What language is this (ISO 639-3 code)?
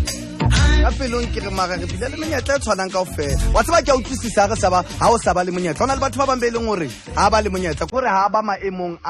sot